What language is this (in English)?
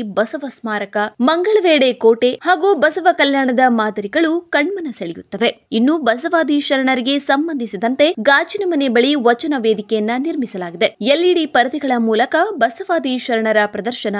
Kannada